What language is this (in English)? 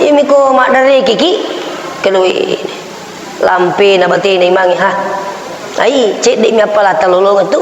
Buginese